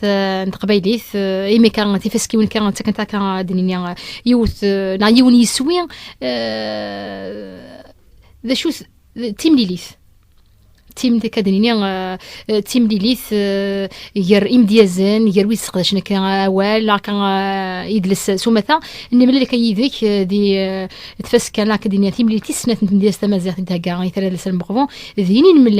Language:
Kabyle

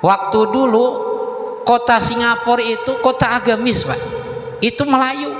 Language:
Banjar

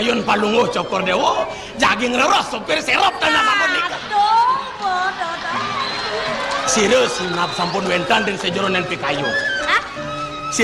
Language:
Balinese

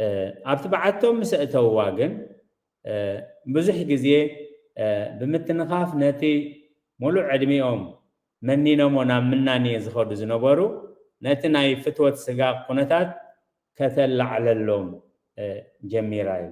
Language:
Tigrinya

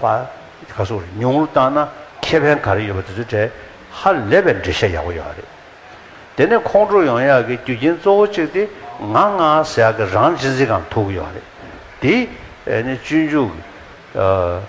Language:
Tibetan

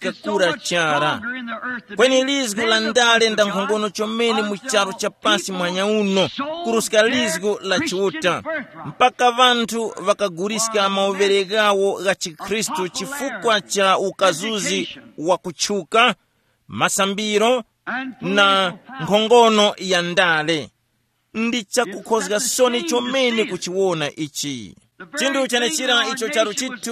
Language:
Tumbuka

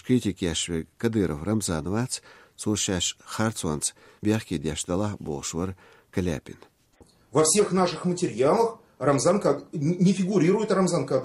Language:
Chechen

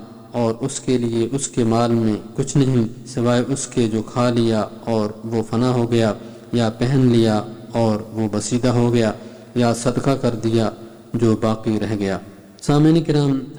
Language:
Urdu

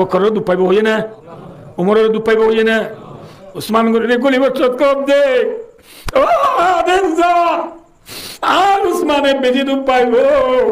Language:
Rohingya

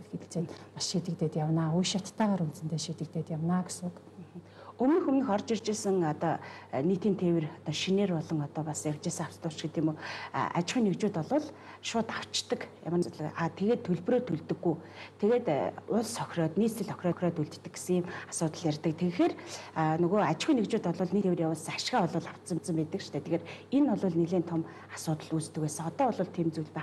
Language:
Mongolian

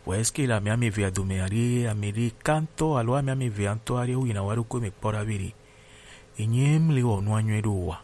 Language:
Gen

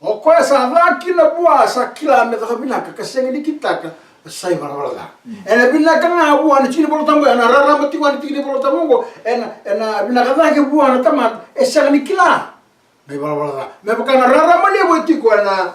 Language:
Fijian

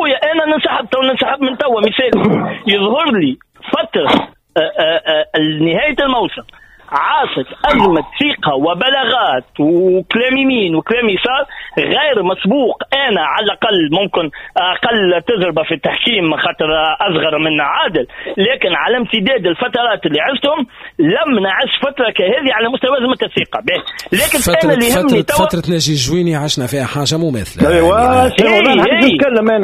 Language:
Tunisian Arabic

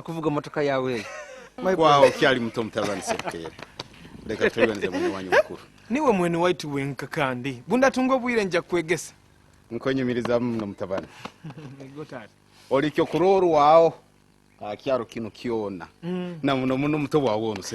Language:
Nyoro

